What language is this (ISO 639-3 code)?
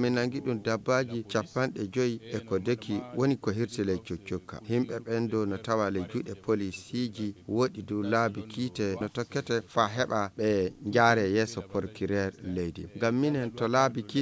ful